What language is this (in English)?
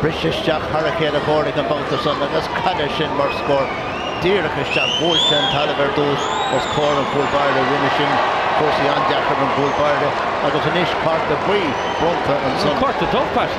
Irish